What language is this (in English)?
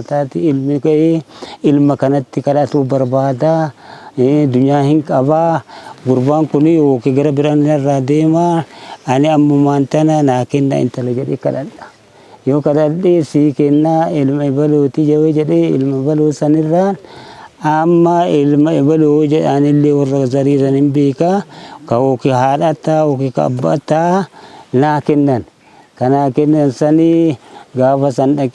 Oromo